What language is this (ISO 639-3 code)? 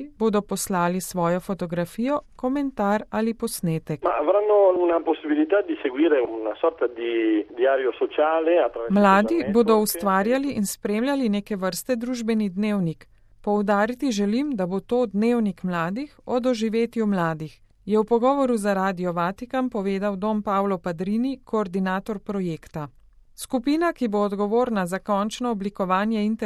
slv